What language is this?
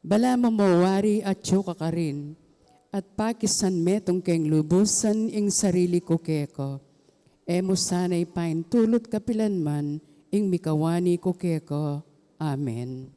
Pampanga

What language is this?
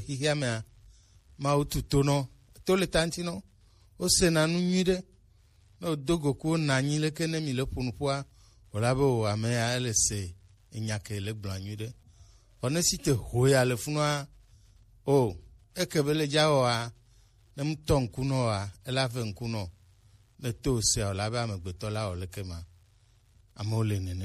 Gen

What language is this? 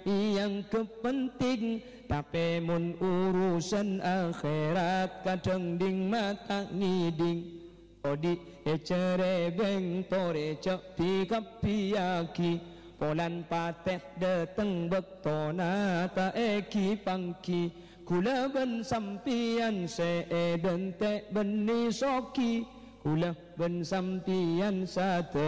Madurese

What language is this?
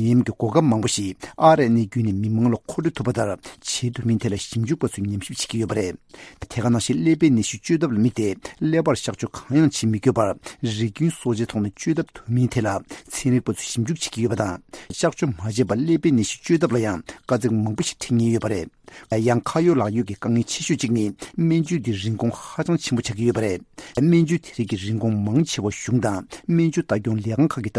Tibetan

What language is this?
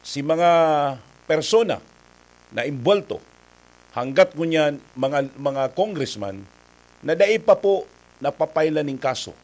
Bikol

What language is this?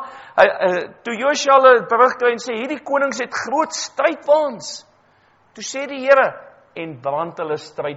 Afrikaans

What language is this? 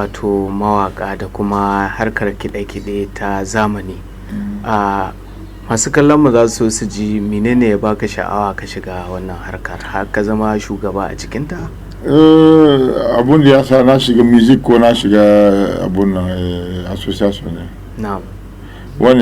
Hausa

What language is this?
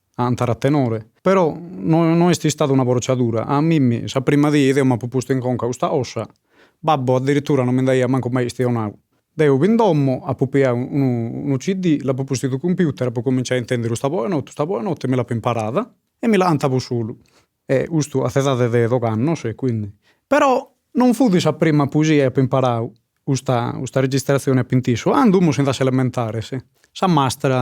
Sardinian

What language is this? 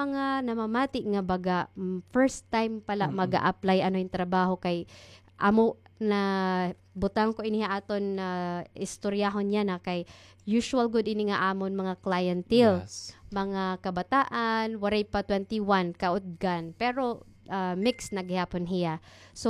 Waray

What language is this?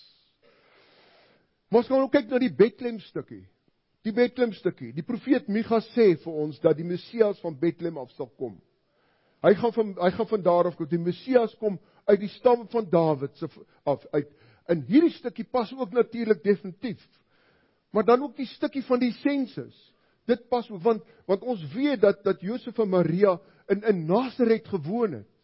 Afrikaans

